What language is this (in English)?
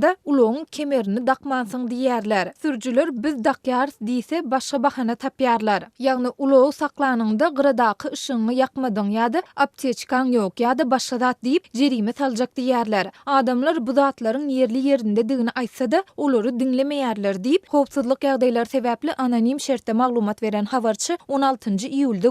Turkmen